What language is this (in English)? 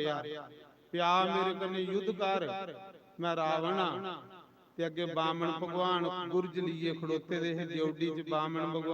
Dogri